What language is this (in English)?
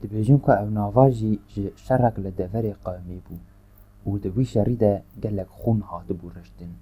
Kurdish